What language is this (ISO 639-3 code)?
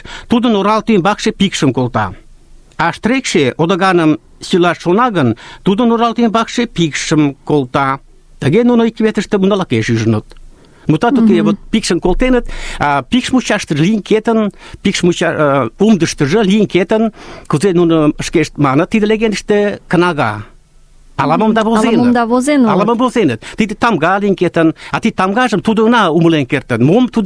chm